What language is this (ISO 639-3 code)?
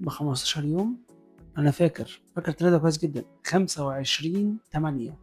arz